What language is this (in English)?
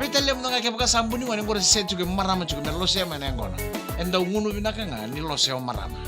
Fijian